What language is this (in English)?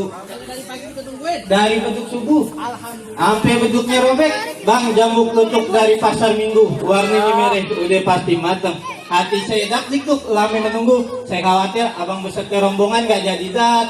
Betawi